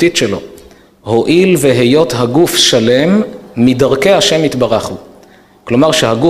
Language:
Hebrew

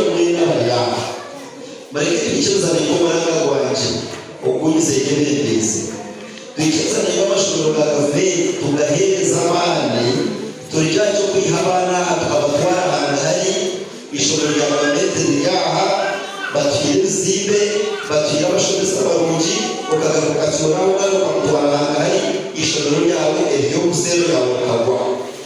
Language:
Nyankole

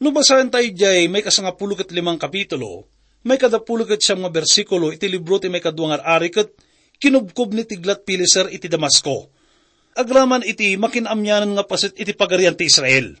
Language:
Iloko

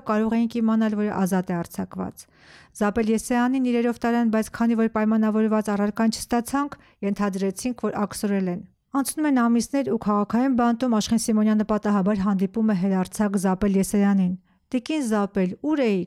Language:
Armenian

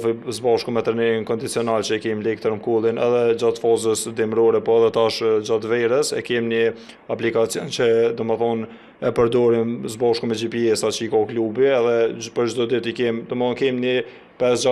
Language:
Albanian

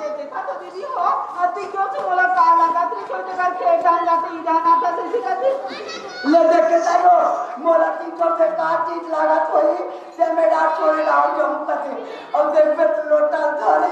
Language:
Chhattisgarhi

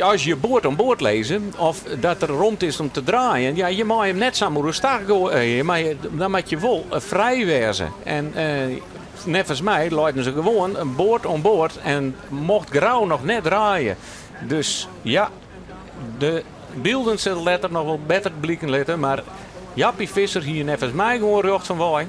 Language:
Western Frisian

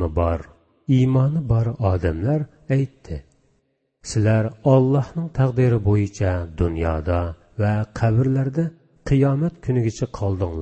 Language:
Uyghur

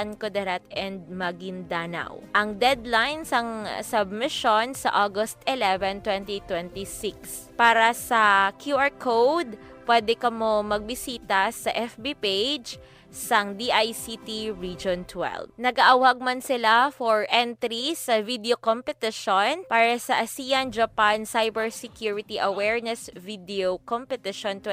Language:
Hiligaynon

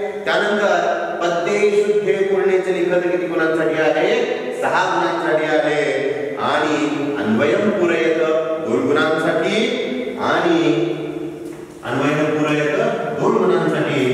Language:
Marathi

